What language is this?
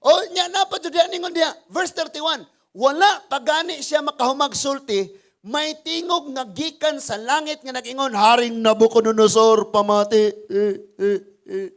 Cebuano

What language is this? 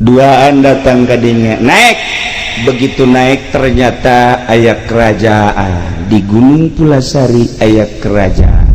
Sundanese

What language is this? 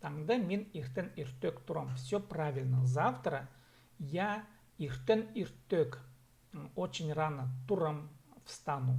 Khakas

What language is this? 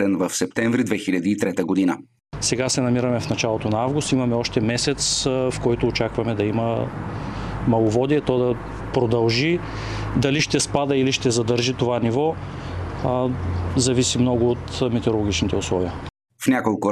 Bulgarian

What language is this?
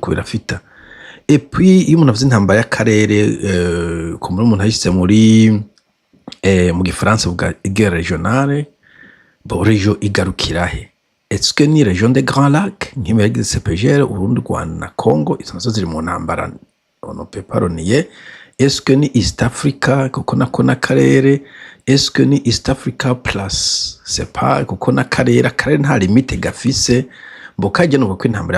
Rundi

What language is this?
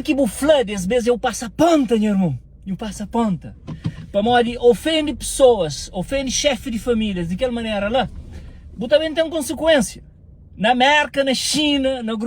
Kabuverdianu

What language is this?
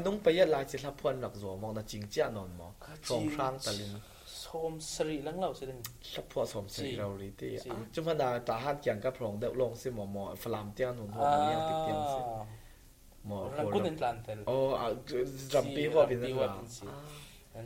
Falam Chin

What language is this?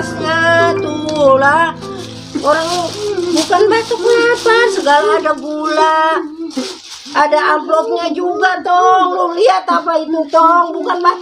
Betawi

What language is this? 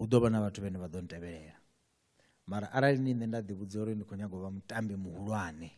Venda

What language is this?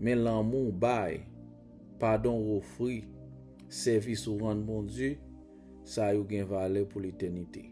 Haitian Creole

